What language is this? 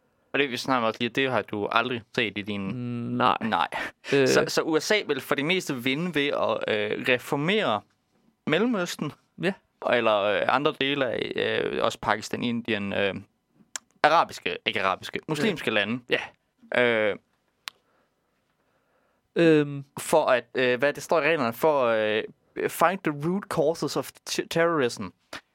Danish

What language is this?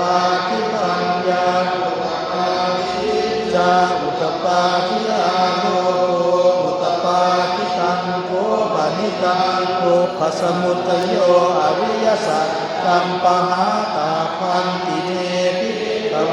Pali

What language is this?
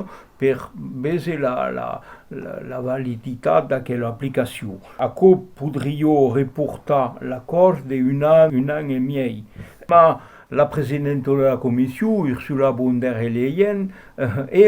Occitan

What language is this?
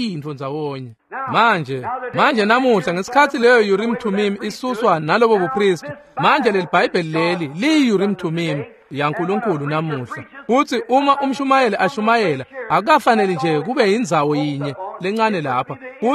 Swati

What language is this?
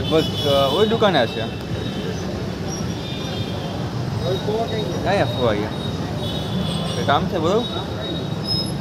Gujarati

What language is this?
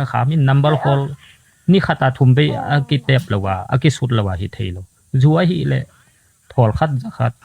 Tedim Chin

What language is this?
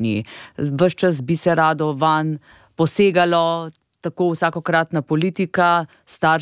Slovenian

